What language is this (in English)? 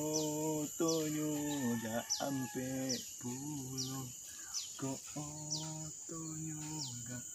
Minangkabau